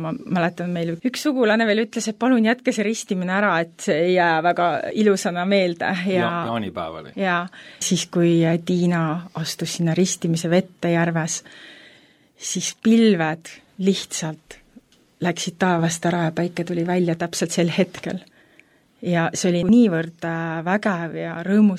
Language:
Estonian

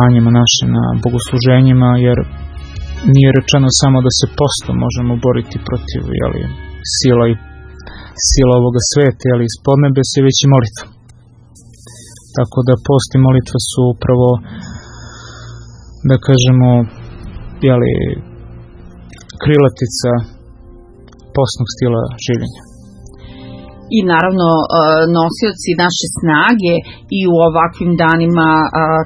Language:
Serbian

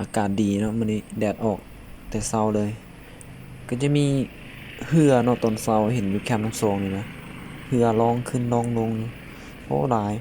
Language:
Lao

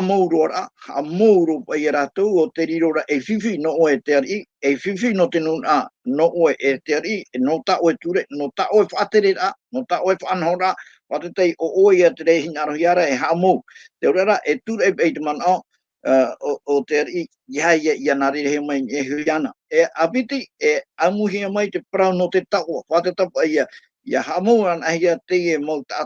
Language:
Tahitian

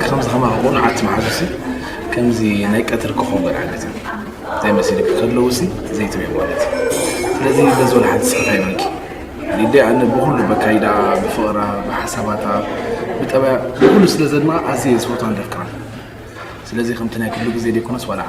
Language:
Tigrinya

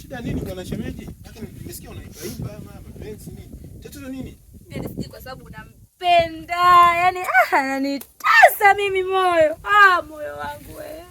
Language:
Swahili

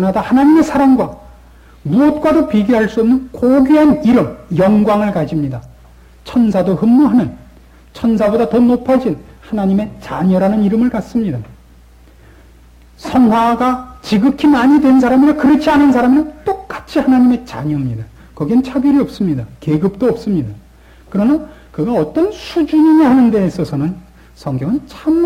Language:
Korean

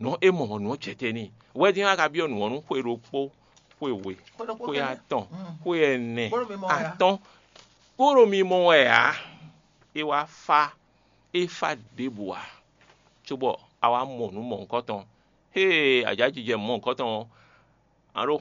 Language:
Fon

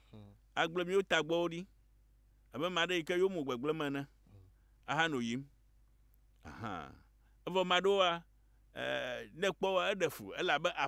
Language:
Ewe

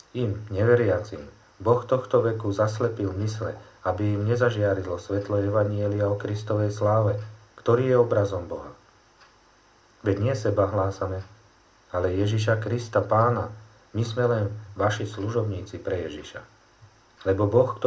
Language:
Slovak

